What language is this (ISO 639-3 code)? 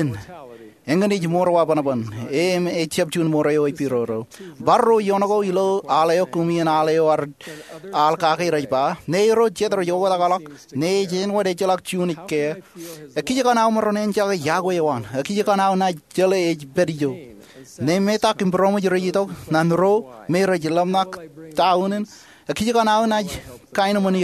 mah